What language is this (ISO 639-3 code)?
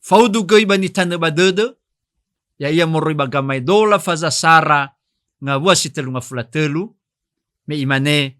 nia